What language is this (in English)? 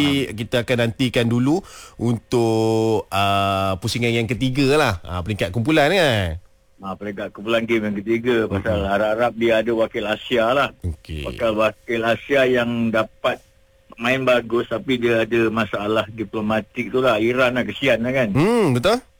Malay